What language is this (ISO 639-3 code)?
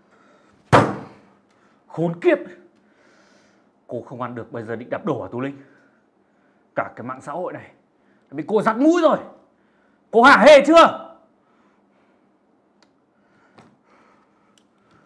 vie